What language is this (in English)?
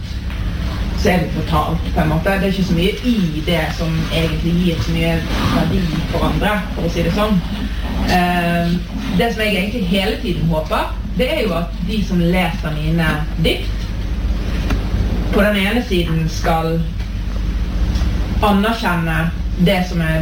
Norwegian